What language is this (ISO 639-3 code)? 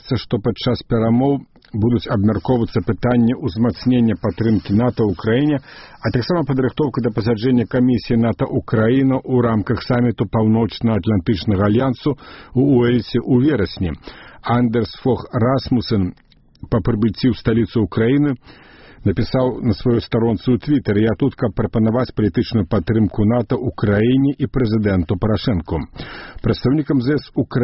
bel